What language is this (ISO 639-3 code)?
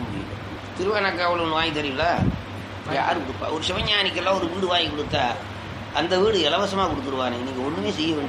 tam